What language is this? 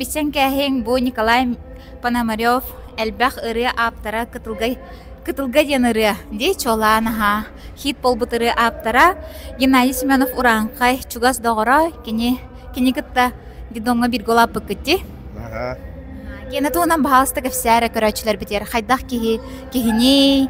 Yakut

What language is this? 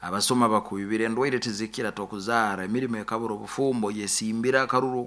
Nyankole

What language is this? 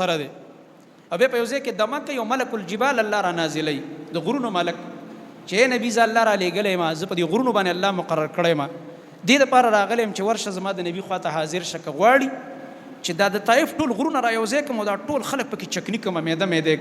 Pashto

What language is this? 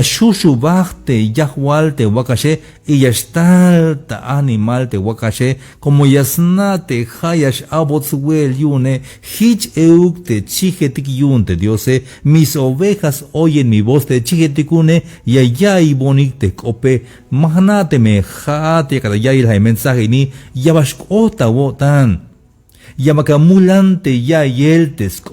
Tzeltal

